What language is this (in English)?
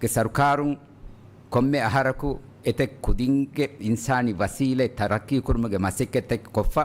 Divehi